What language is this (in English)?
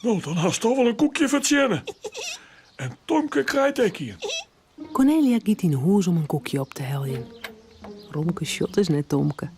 Western Frisian